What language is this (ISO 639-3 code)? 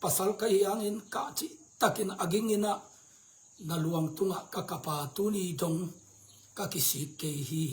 ctd